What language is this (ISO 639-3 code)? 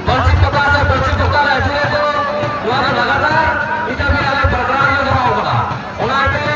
sat